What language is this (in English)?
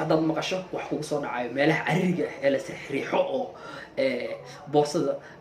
Somali